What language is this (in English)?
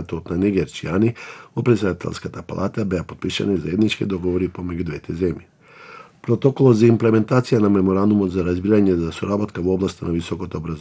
Macedonian